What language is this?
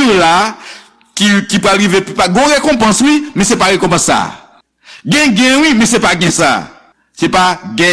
Haitian Creole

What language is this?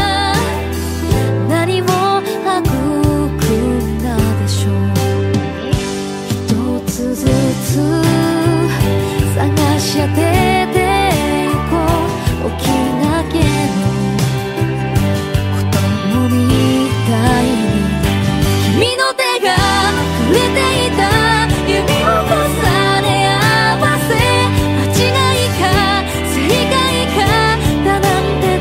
Japanese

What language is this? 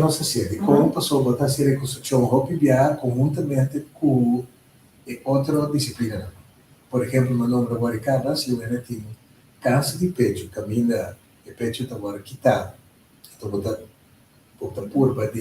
Papiamento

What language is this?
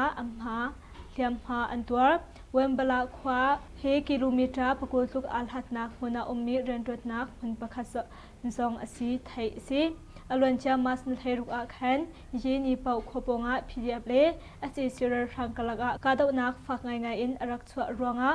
Hakha Chin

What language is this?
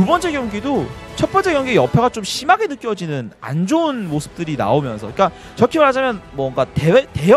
Korean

